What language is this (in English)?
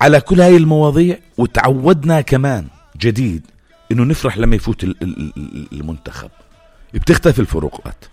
North Levantine Arabic